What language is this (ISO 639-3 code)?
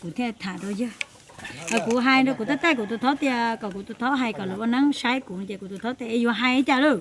hmn